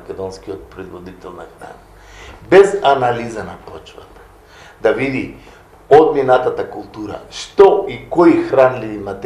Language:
Macedonian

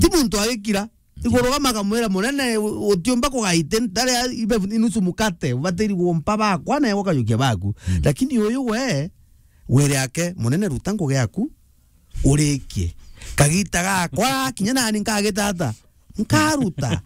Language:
Meru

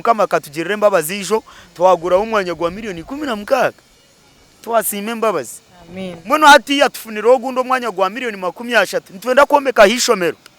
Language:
Nyankole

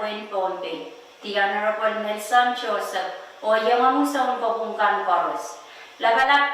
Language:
Pohnpeian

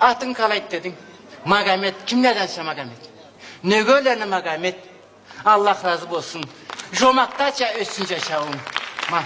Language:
Karachay-Balkar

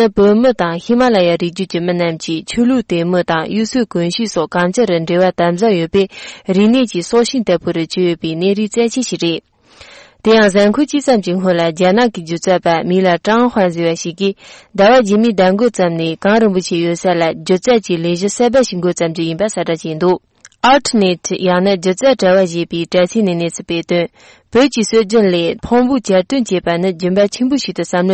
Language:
Tibetan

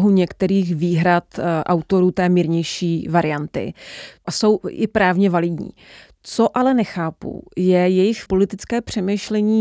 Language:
Czech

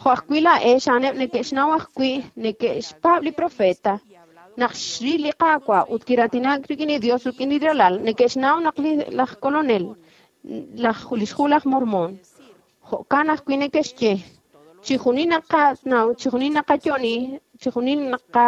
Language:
Kekchí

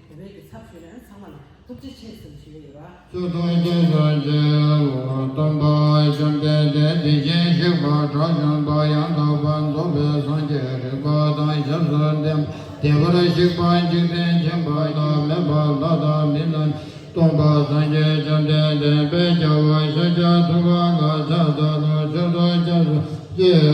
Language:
Tibetan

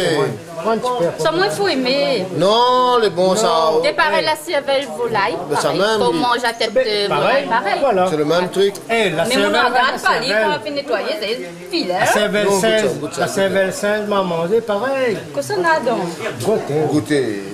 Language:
Réunion Creole French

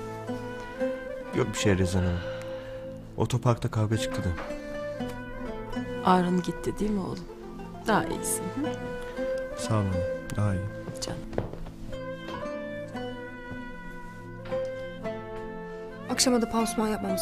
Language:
Turkish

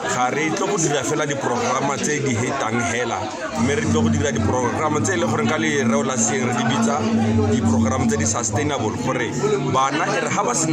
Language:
Tswana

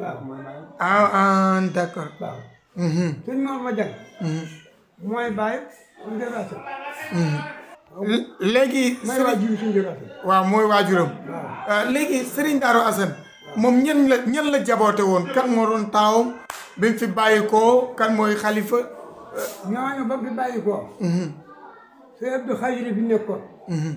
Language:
Wolof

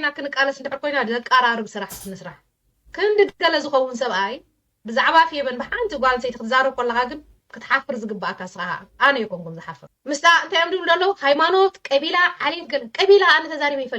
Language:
Tigrinya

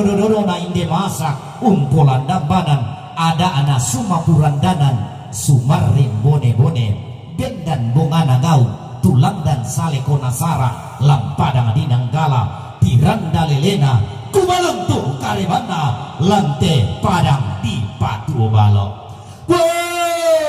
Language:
Toraja-Sa'dan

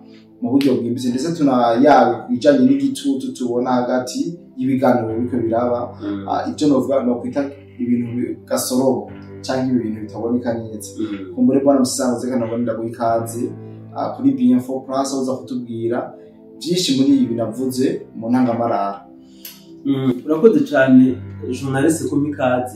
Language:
Rundi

